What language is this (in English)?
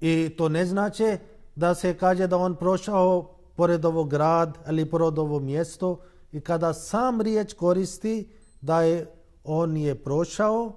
Bosnian